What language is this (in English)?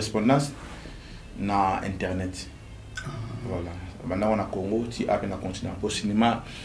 Lingala